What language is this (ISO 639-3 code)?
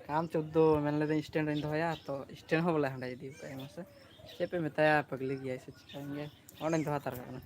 sat